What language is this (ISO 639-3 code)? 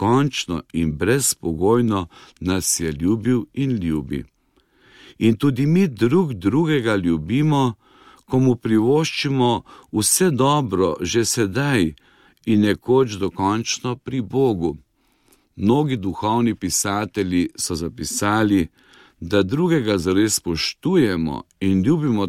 slv